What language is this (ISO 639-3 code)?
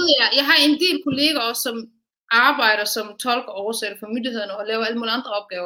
dan